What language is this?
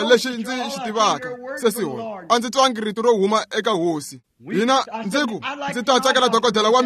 Tsonga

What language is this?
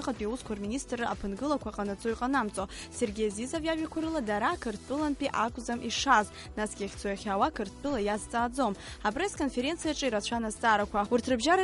Abkhazian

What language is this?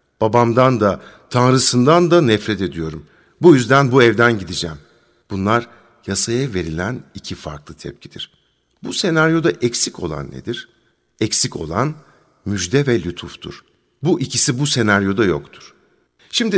Turkish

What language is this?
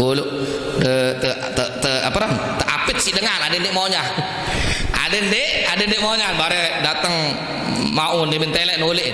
Sasak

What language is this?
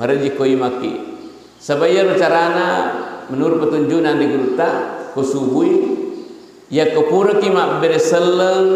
Buginese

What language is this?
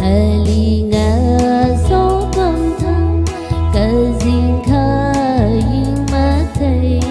Tangkhul Naga (India)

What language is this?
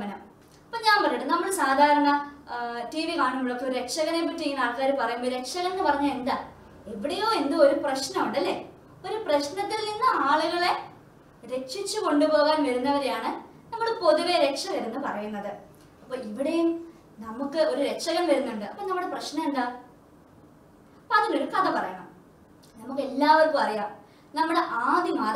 Malayalam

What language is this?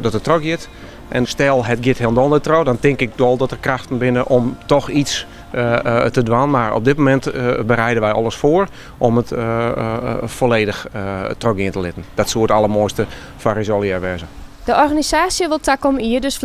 Western Frisian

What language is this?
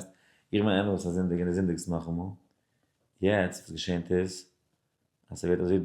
Yiddish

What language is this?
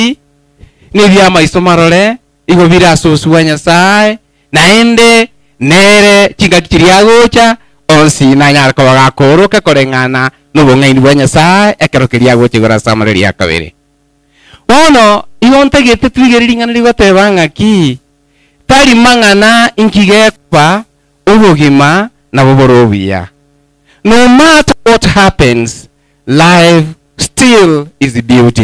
Gusii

